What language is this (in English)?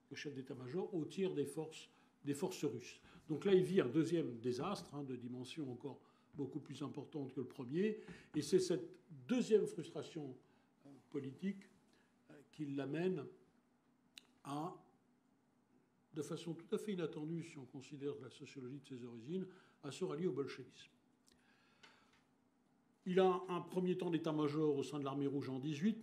French